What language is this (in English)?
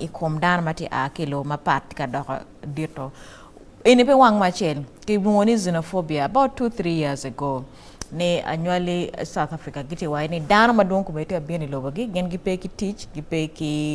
Acoli